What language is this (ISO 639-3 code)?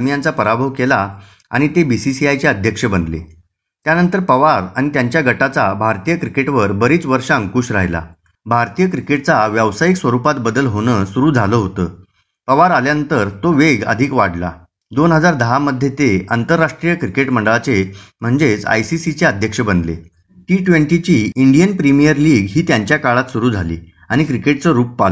mar